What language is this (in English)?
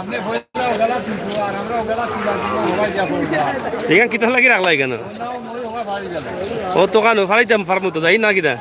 Sylheti